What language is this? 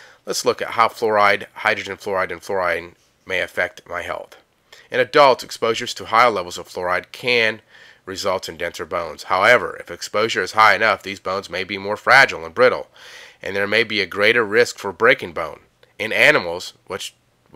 English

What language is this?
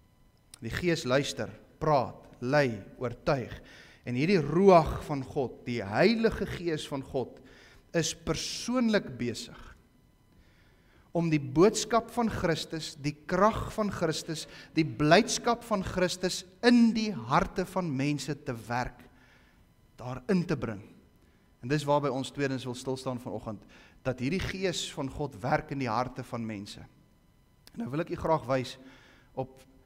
Afrikaans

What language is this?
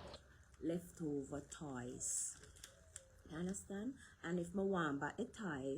Jamaican Creole English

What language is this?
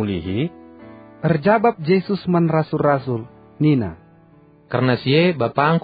Batak Karo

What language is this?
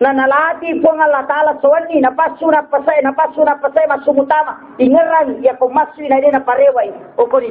Buginese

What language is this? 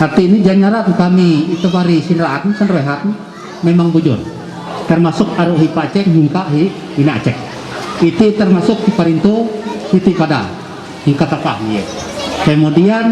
Ma'anyan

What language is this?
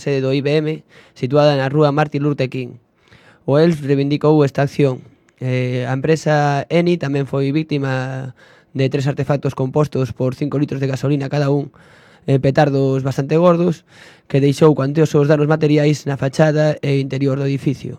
Galician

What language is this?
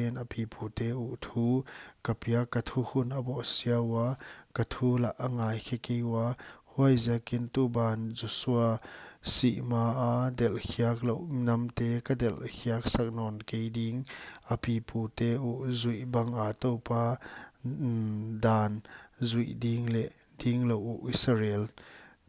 Paite Chin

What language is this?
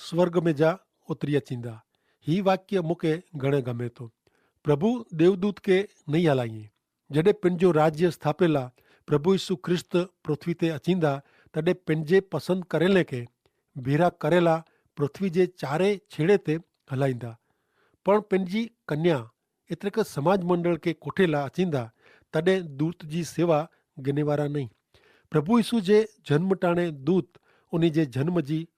Kachhi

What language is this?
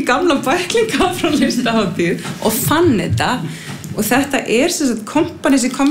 Icelandic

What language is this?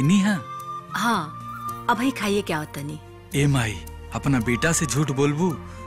Bhojpuri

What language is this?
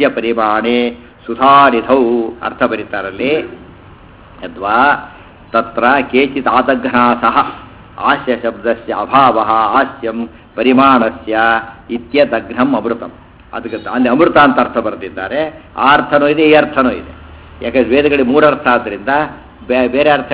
Kannada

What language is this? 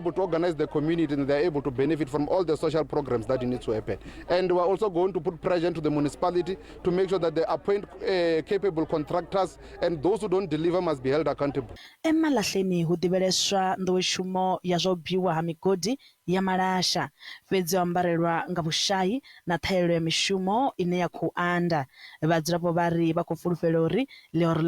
Venda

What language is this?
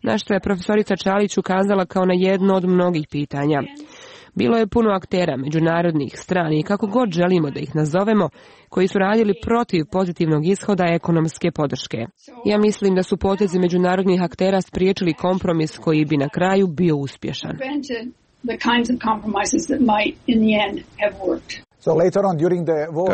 Serbian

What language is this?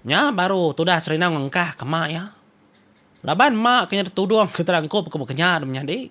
Iban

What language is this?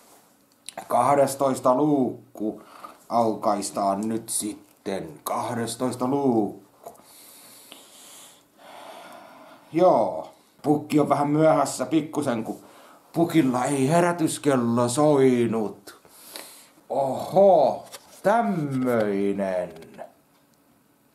Finnish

